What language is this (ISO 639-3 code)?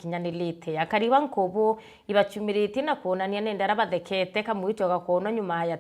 mer